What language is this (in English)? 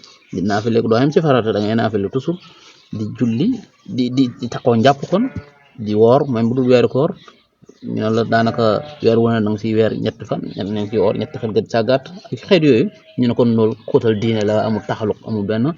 Wolof